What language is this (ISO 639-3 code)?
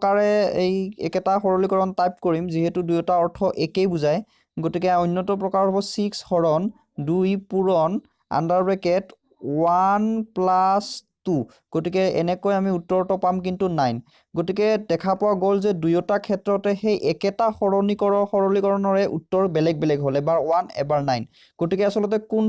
asm